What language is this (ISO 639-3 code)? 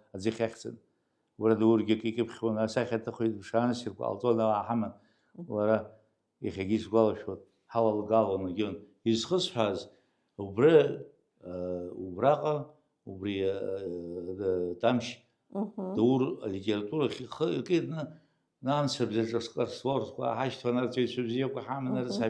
abk